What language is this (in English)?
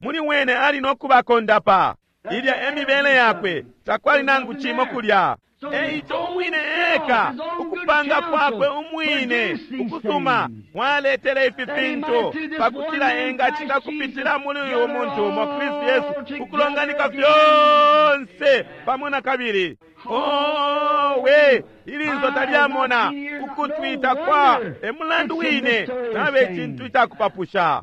Bemba